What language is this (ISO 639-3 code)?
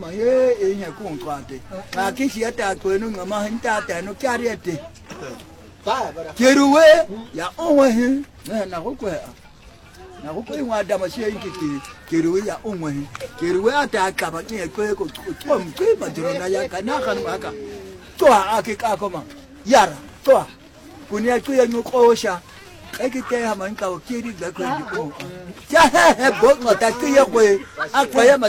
swa